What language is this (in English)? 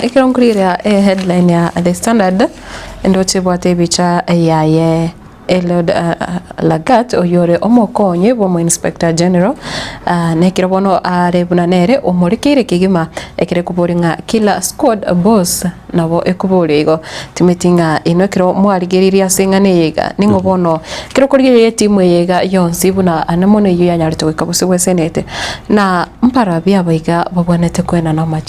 Gusii